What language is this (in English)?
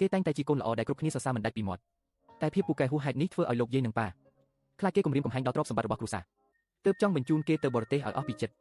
Khmer